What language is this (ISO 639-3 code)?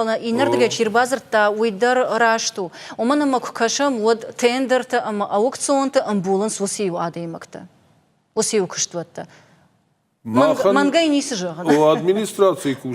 oss